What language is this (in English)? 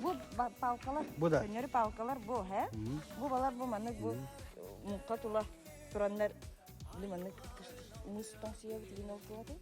Yakut